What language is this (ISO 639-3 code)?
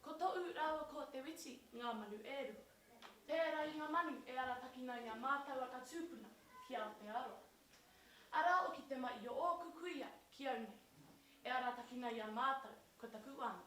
mri